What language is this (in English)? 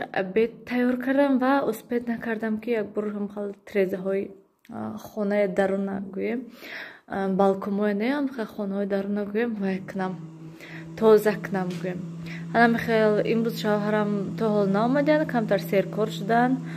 Tajik